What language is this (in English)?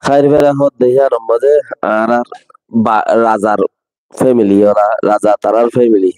Rohingya